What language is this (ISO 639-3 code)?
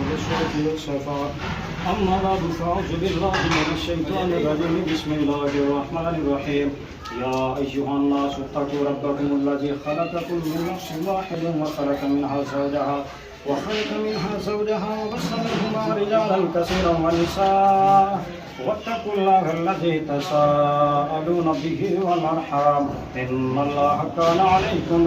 phr